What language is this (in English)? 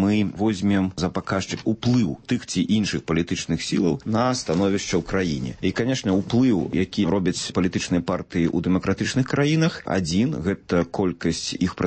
Belarusian